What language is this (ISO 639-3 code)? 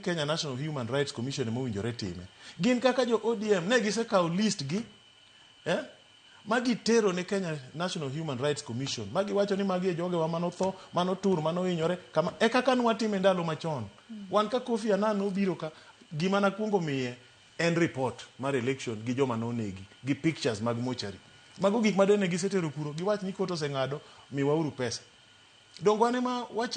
luo